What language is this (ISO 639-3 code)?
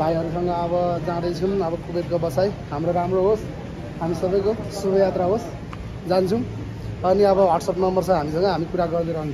nep